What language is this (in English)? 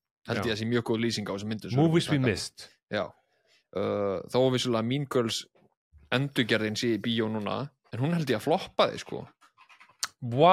Icelandic